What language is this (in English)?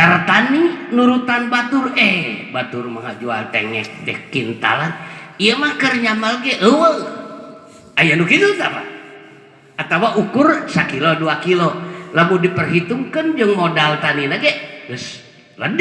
Sundanese